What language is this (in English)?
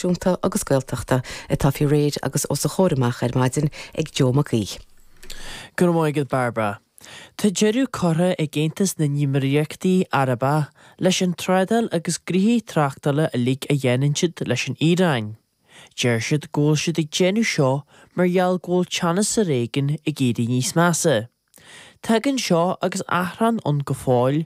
Irish